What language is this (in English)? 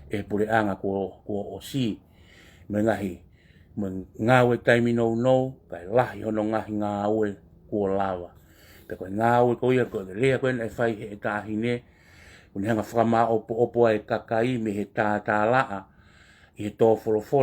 Tongan